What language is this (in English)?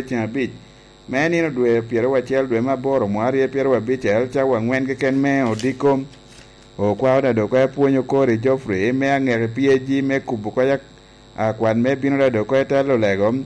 Lango (Uganda)